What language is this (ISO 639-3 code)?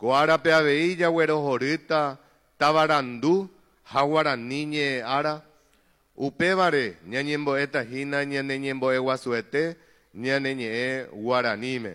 grn